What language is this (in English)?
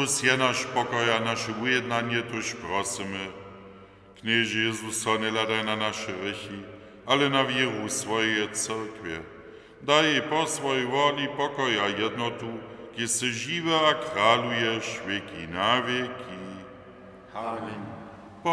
Upper Sorbian